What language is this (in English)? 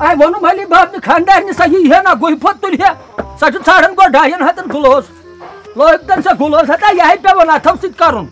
Kashmiri